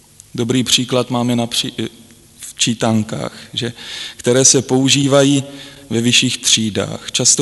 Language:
Czech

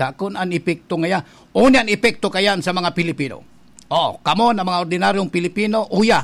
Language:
Bikol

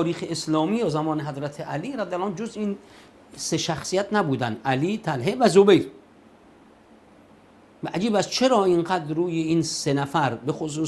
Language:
Persian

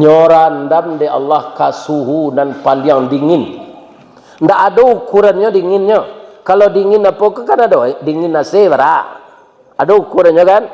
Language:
Minangkabau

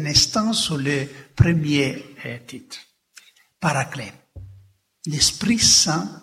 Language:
French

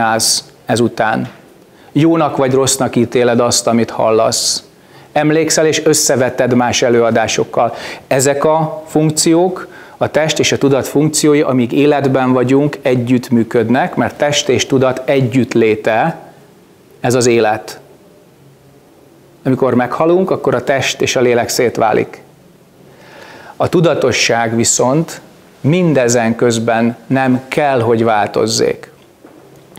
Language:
Hungarian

